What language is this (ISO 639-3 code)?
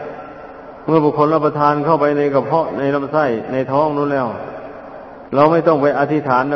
tha